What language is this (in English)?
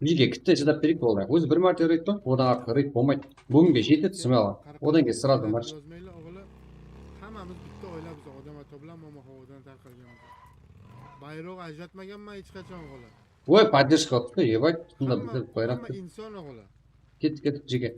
Kara-Kalpak